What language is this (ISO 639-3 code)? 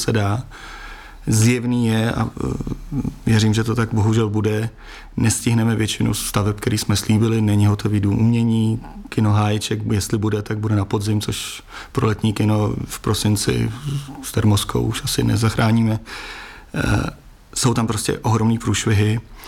ces